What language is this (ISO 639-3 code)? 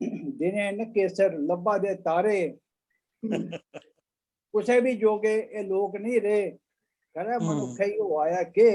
doi